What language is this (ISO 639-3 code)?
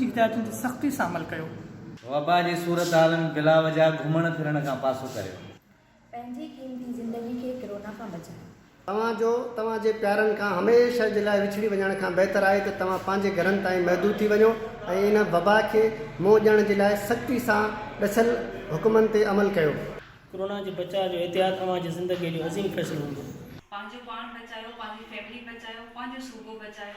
snd